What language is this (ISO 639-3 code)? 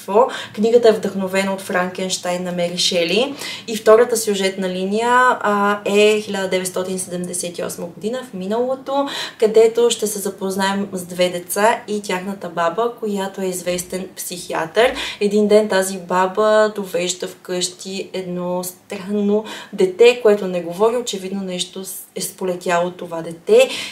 bul